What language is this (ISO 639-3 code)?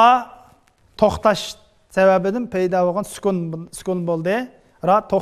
uig